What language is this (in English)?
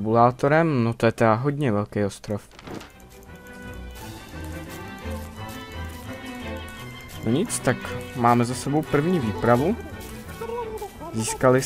Czech